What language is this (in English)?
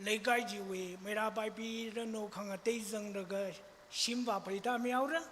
Tangkhul Naga (India)